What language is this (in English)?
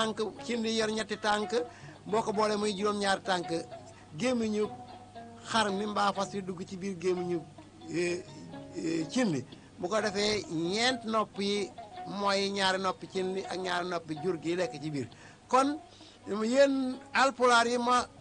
Wolof